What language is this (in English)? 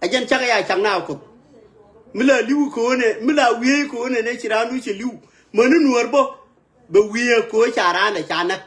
Nuer